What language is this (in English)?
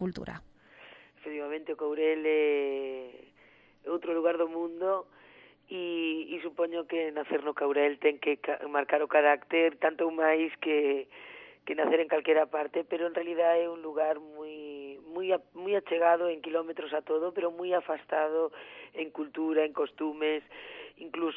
Galician